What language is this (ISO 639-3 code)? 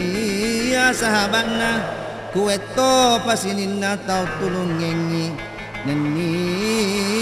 bug